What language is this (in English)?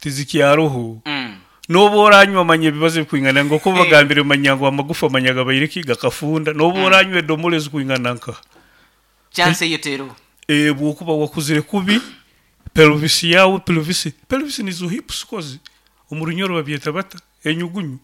Nyankole